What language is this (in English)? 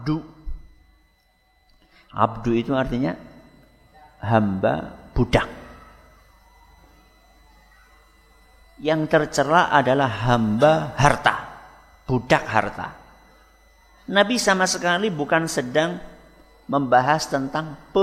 Indonesian